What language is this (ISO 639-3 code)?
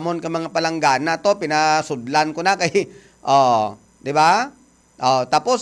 hil